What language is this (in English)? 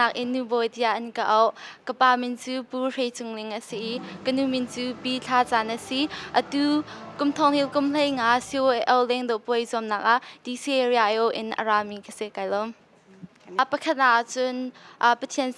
Hakha Chin